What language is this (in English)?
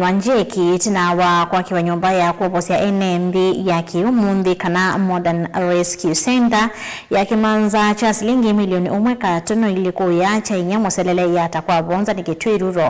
Kamba